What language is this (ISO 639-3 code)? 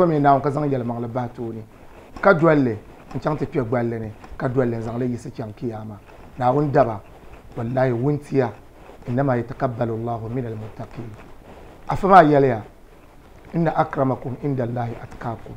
dag